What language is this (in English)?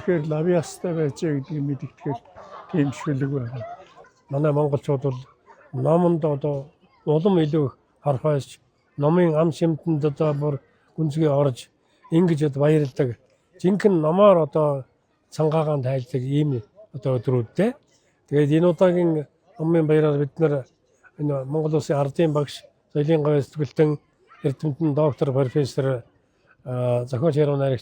Mongolian